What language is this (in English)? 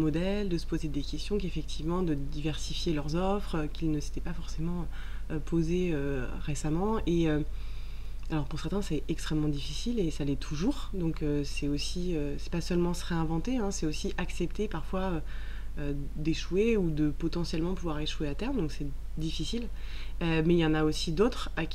French